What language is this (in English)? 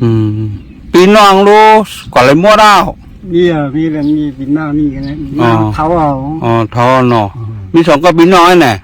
Shan